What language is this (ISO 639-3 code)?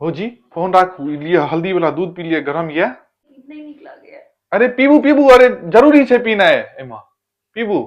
mai